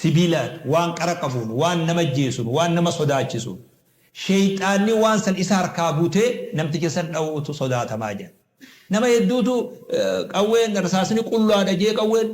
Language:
Oromo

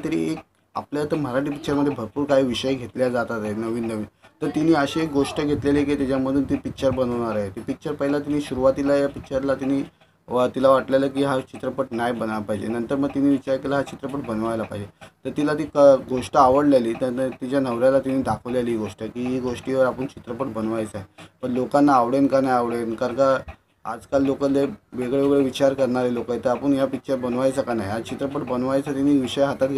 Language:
Marathi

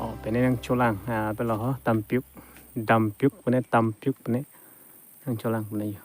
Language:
Karbi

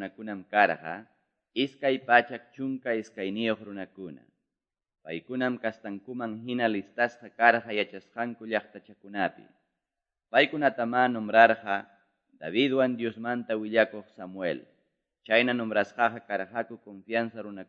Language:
Quechua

